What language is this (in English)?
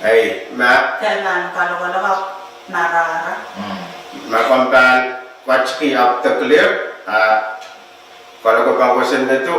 Pohnpeian